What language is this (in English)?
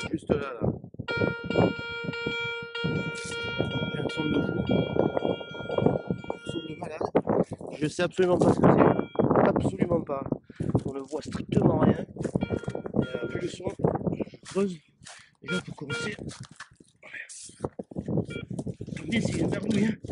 French